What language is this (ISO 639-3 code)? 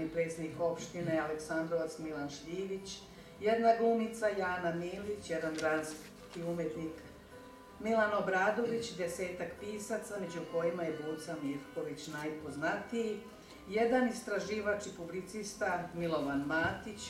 srp